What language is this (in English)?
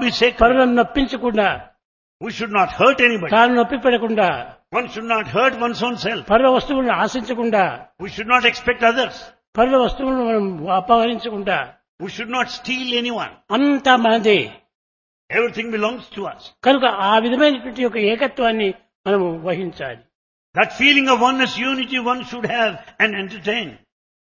Telugu